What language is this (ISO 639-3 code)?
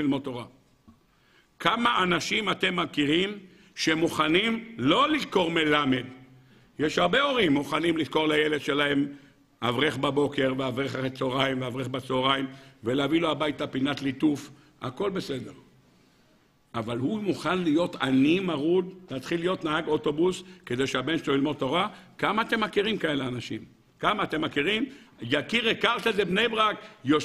heb